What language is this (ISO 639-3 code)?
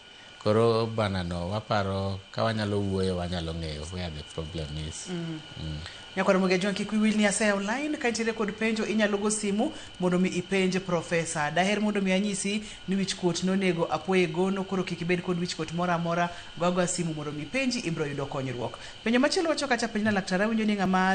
luo